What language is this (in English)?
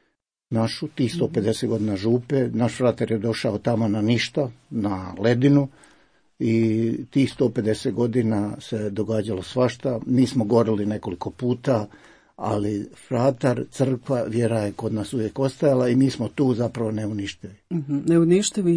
Croatian